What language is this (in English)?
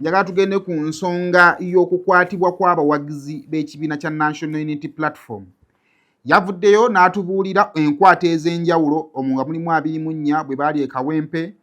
Ganda